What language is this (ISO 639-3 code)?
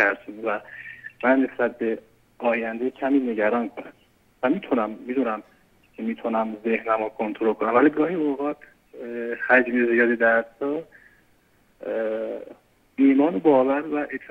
fas